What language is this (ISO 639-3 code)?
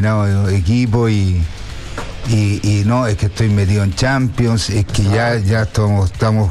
spa